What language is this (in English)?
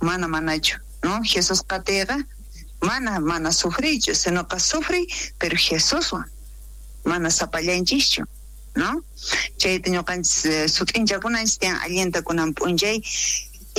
South Bolivian Quechua